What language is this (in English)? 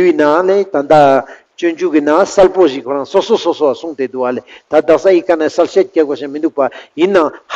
Ladakhi